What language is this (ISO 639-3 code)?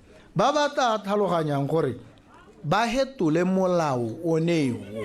tsn